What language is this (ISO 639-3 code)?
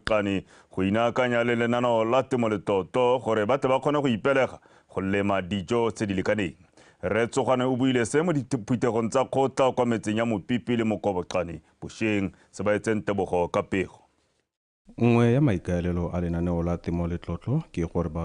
tsn